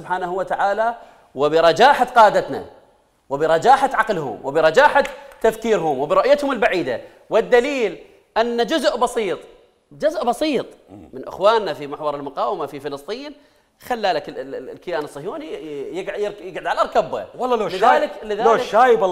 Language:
Mesopotamian Arabic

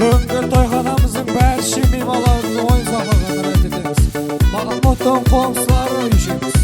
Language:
Kara-Kalpak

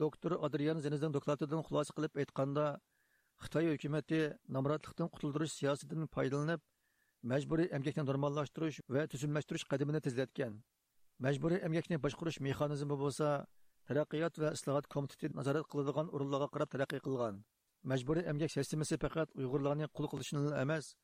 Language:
Uyghur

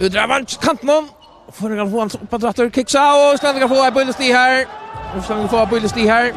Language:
Faroese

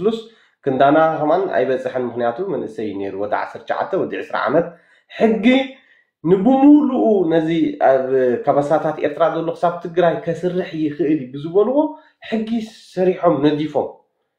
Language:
Tigrinya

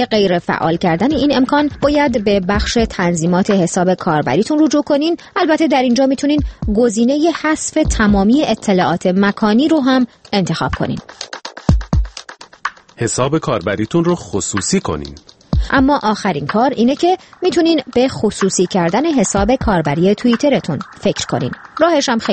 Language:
Persian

